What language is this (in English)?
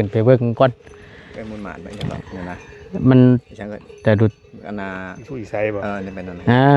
Northeastern Thai